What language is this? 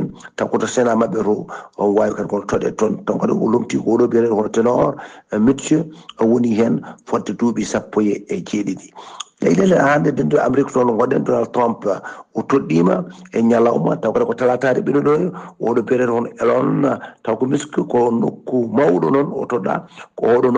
Fula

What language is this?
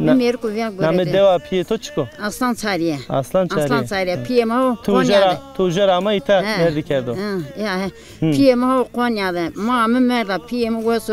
Zaza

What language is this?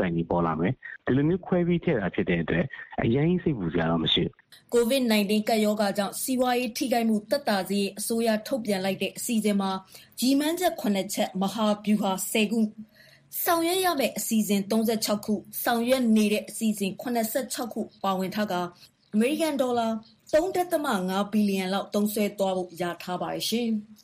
Burmese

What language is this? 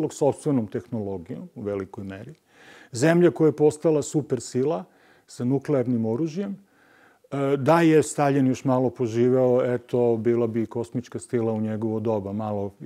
Serbian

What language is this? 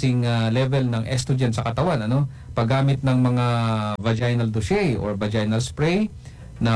Filipino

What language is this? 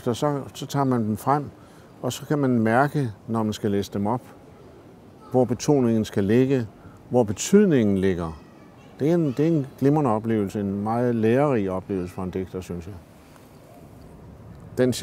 Danish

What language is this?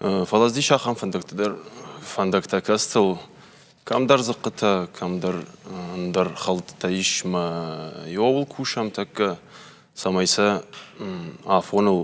Ossetic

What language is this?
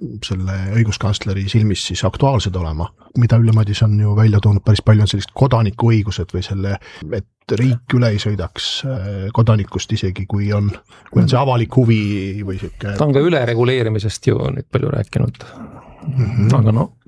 Estonian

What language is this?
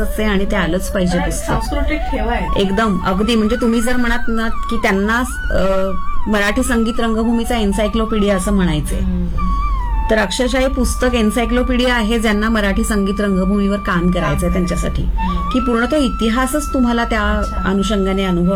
Marathi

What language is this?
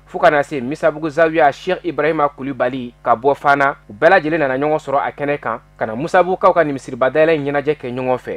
Bambara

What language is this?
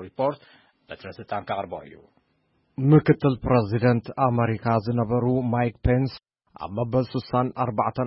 Tigrinya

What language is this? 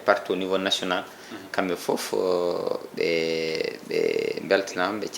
Fula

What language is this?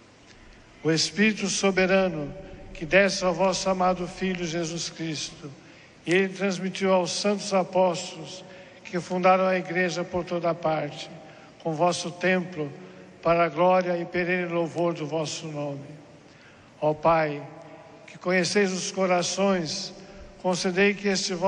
Portuguese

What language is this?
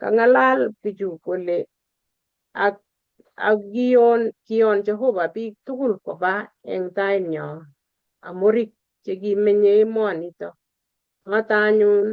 Kalenjin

